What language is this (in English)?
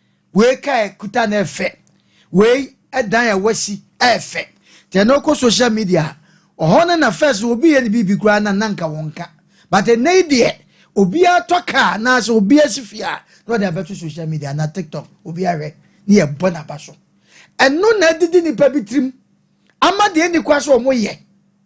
Akan